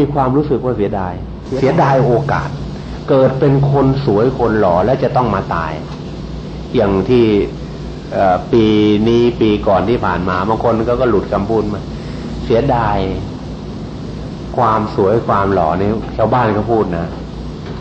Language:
Thai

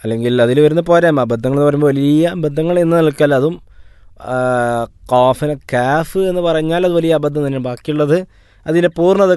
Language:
Malayalam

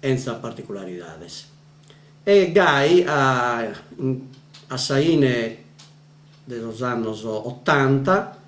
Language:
Sardinian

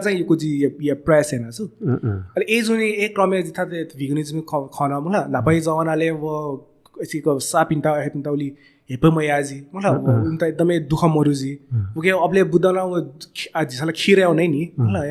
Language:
Newari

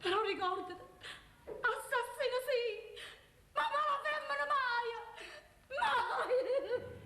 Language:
Neapolitan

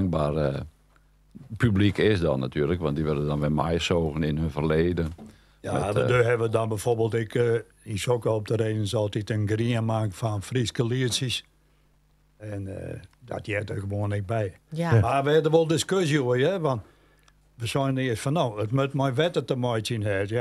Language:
Western Frisian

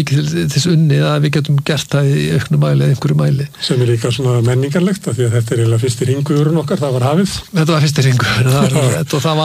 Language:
Icelandic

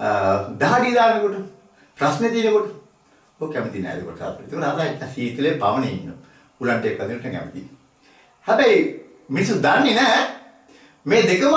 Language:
Sinhala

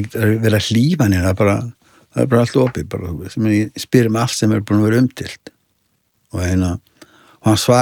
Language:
Icelandic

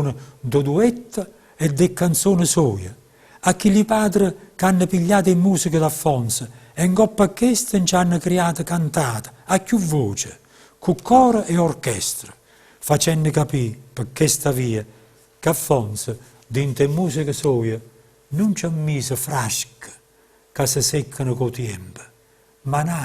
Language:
Neapolitan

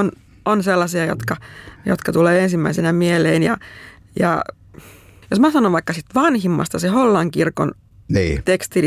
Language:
Finnish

